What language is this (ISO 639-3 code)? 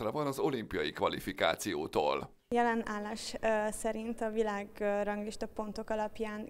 hun